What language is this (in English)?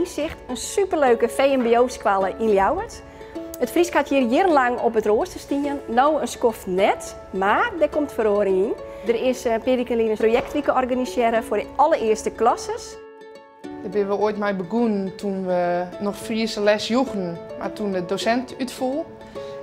Western Frisian